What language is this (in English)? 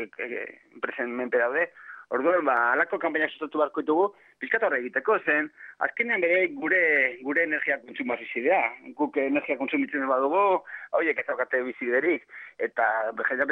Basque